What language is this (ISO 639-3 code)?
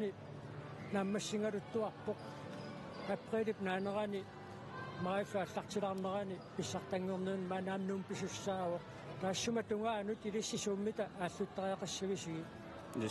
kal